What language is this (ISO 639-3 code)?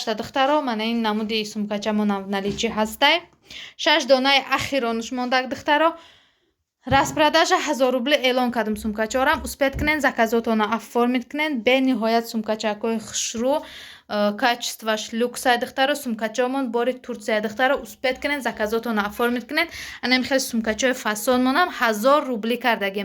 tgk